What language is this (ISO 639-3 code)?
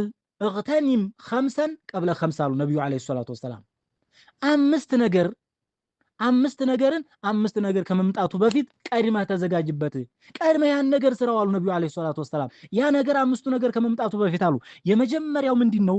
amh